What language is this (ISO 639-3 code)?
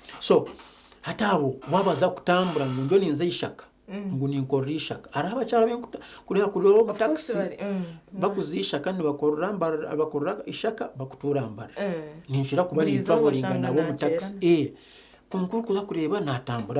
nyn